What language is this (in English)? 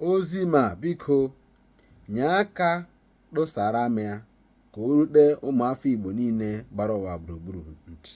Igbo